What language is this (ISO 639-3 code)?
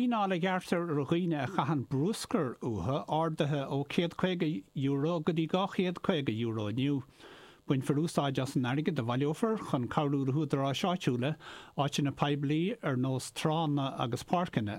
gle